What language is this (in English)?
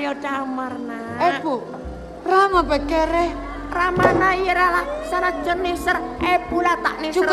Madurese